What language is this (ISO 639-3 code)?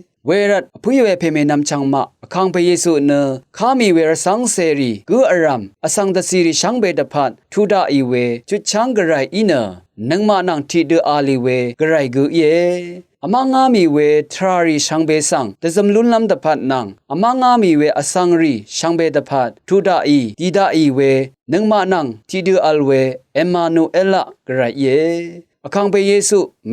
raw